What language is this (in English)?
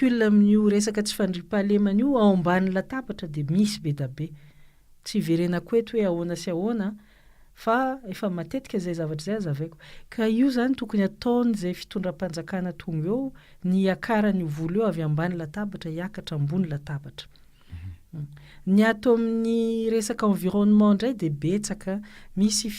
Malagasy